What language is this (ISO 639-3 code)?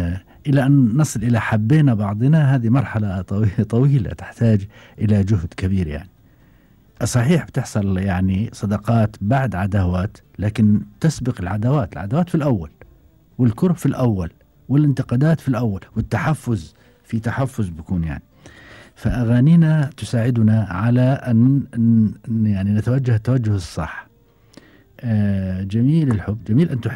afb